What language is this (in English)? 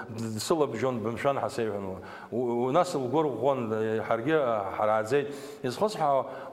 Abkhazian